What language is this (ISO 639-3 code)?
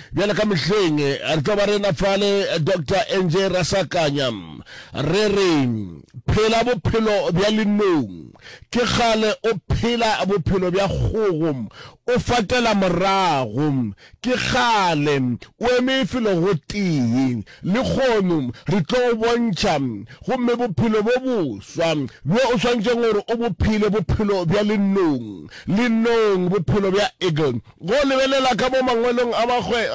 nso